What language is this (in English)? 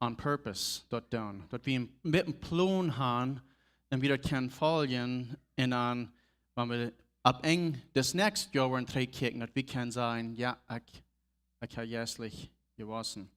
Plautdietsch